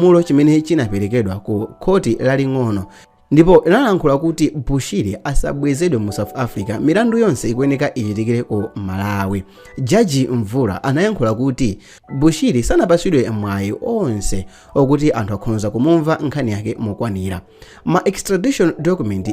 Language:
Nyanja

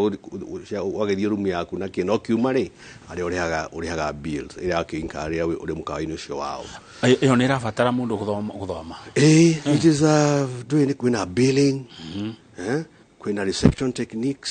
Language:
Kikuyu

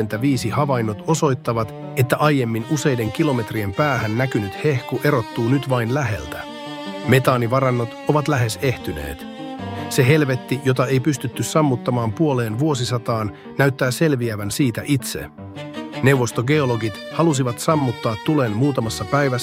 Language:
Finnish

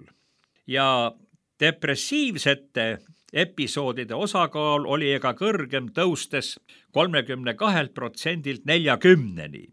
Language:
Estonian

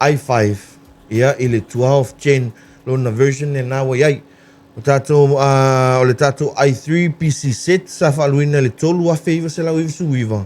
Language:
Samoan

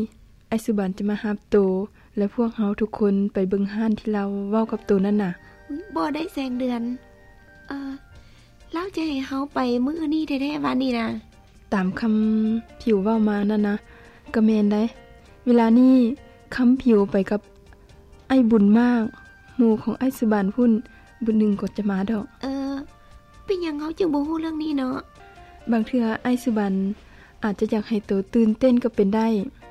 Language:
Lao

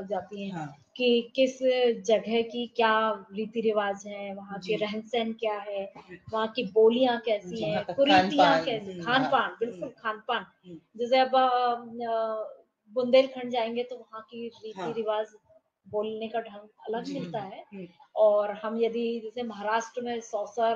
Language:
Hindi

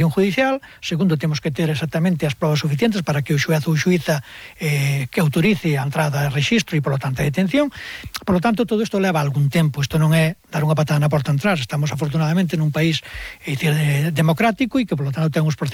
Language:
Galician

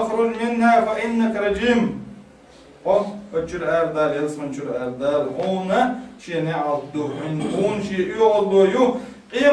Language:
Chechen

